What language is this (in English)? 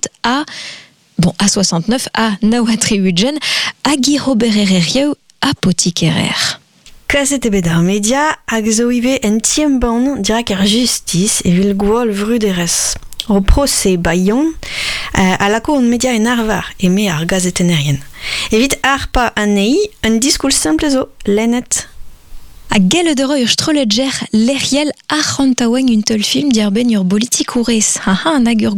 Breton